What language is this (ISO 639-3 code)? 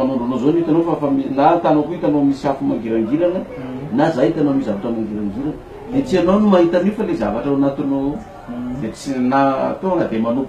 mlg